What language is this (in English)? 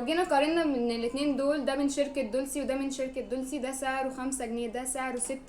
Egyptian Arabic